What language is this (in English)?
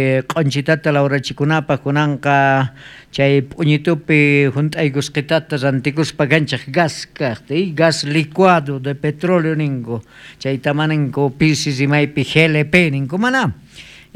South Bolivian Quechua